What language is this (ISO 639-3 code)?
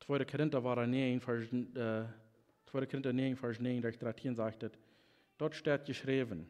pdt